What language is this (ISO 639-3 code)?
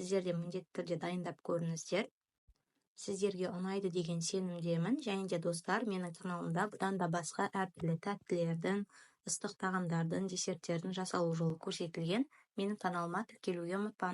kaz